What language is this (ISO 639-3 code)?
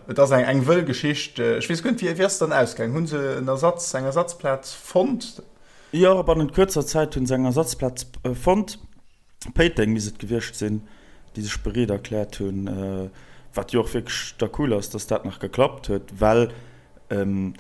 ltz